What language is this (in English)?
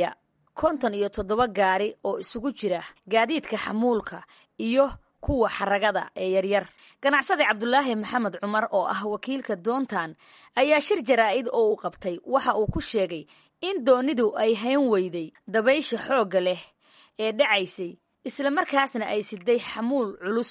Somali